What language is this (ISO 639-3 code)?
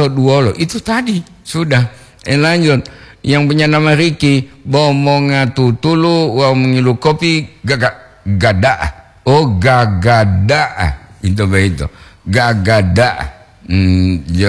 gor